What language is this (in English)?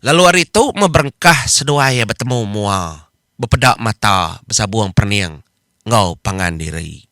Iban